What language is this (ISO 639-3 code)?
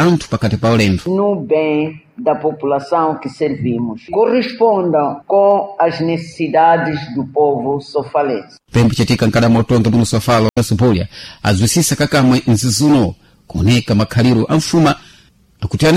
seh